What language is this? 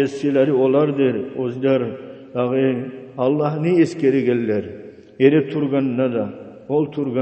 Kumyk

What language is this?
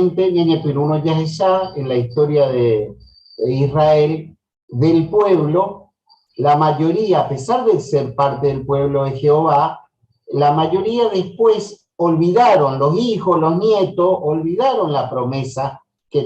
Guarani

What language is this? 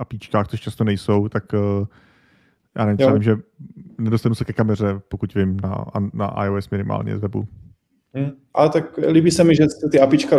Czech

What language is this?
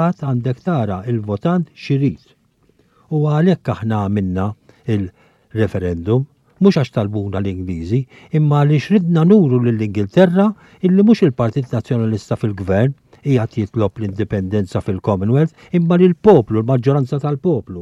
Maltese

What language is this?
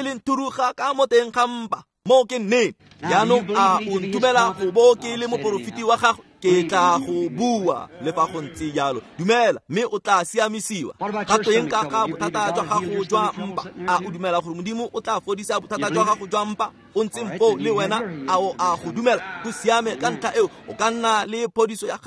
Tswana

